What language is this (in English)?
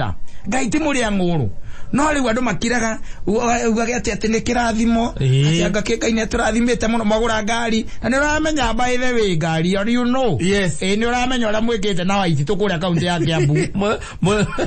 Kikuyu